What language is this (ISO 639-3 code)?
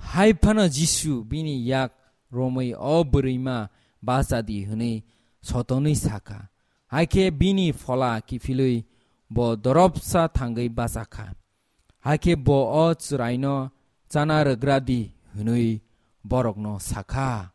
trp